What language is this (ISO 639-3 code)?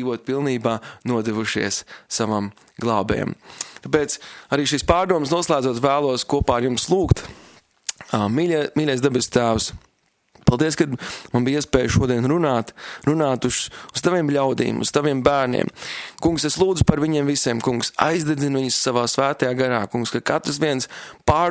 lav